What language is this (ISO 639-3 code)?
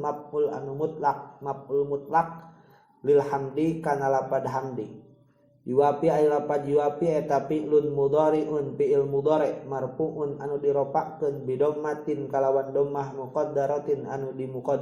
sun